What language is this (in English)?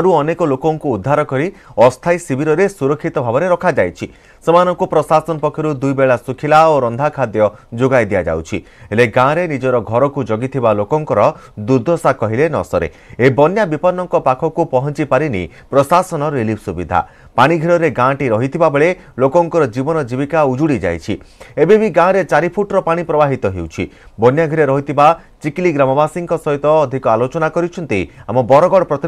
Odia